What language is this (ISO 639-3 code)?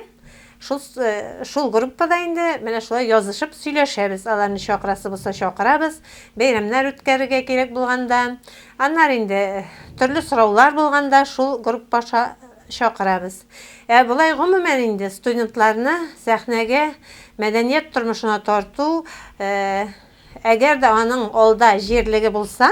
tat